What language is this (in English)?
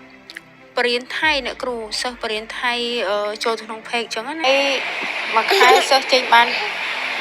Khmer